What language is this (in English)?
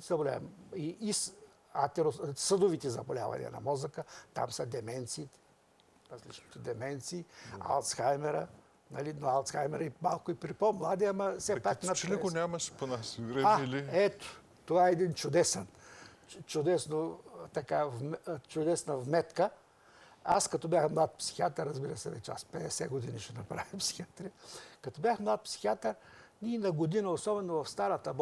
Bulgarian